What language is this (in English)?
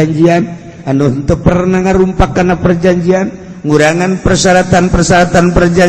Sundanese